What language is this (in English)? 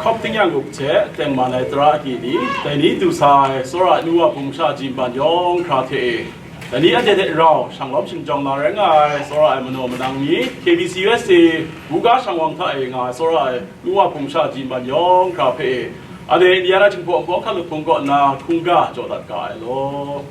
Kachin